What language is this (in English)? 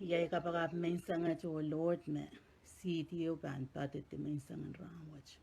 Pohnpeian